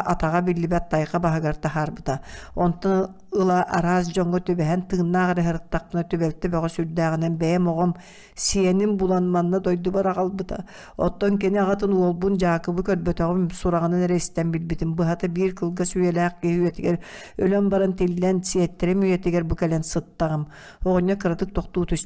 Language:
Yakut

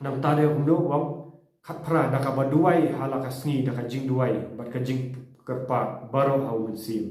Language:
Khasi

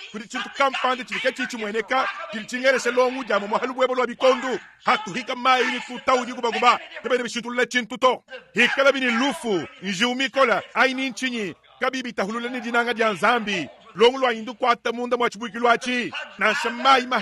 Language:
Luba-Lulua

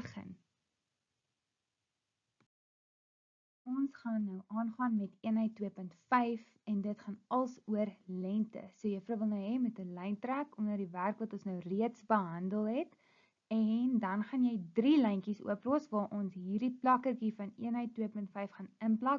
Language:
Afrikaans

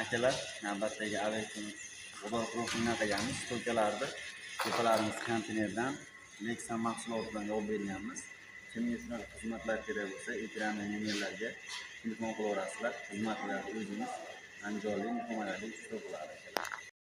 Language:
Uzbek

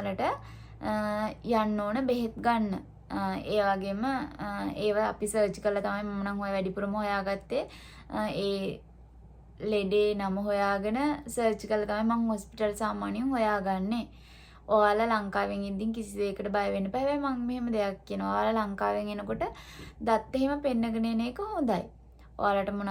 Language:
Sinhala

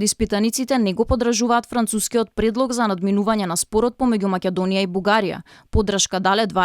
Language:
Macedonian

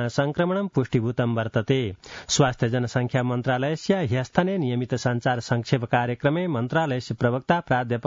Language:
Sanskrit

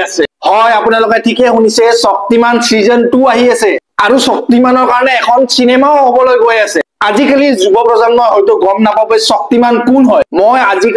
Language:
Assamese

